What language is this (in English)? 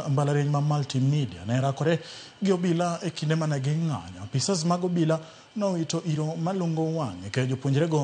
Luo (Kenya and Tanzania)